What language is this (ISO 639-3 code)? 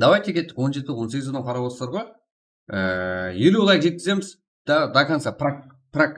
kaa